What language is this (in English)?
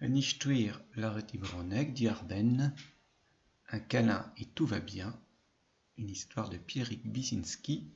Breton